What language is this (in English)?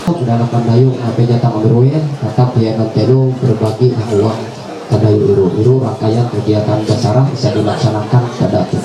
Ma'anyan